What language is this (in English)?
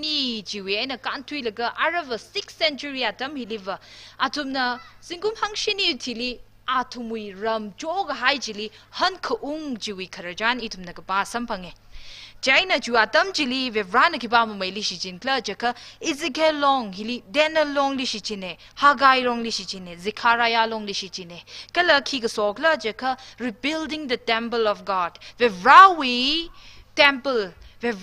Tangkhul Naga (India)